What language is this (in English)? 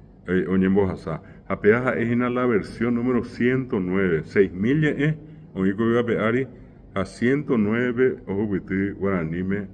Guarani